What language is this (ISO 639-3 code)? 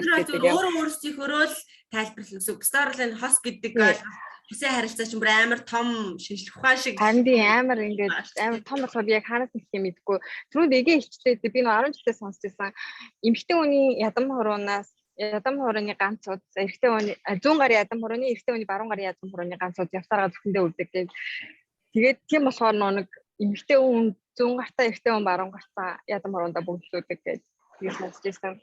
mon